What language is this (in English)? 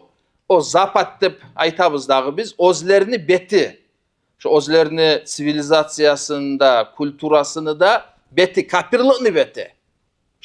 Kumyk